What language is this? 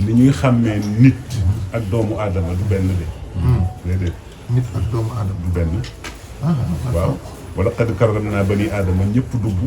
Wolof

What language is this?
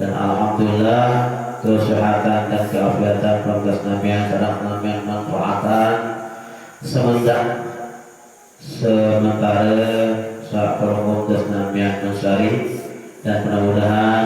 Sasak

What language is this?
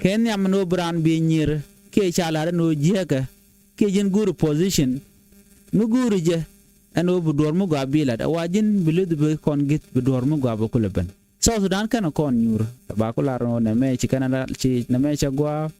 Nuer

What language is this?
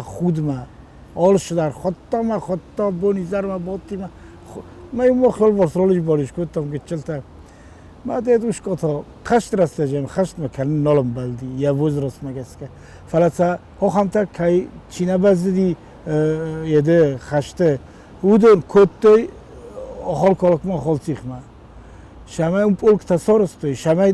Ossetic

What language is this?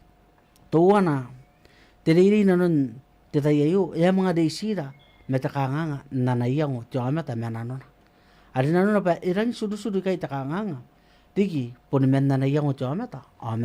Gilbertese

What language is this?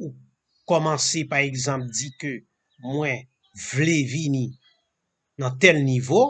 Haitian Creole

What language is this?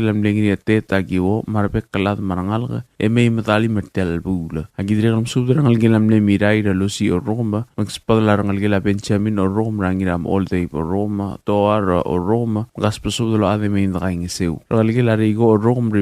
Palauan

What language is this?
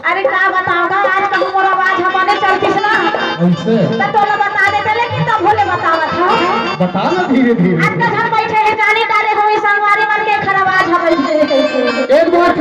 Chhattisgarhi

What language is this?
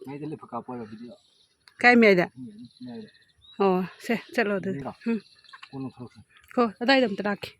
Manipuri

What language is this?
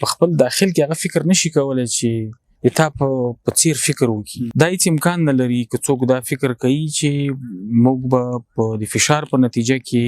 Pashto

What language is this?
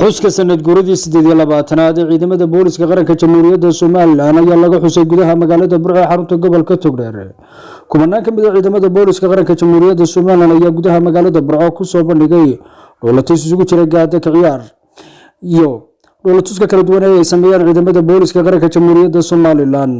Somali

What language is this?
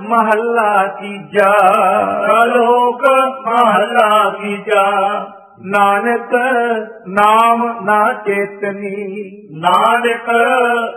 Punjabi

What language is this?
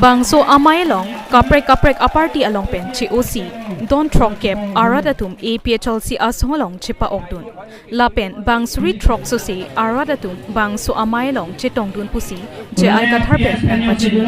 Karbi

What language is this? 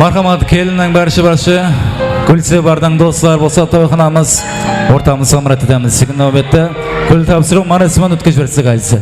Kara-Kalpak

